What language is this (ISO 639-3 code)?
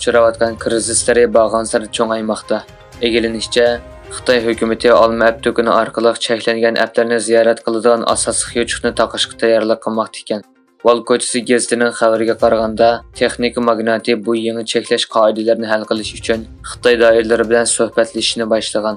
uig